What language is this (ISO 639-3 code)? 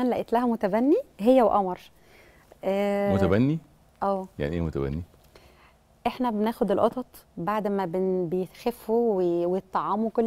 arz